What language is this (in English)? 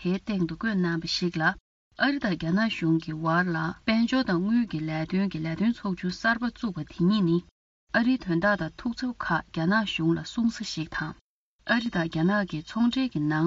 Tibetan